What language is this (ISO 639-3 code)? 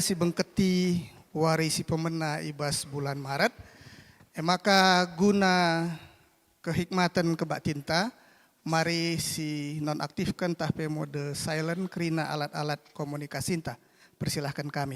btx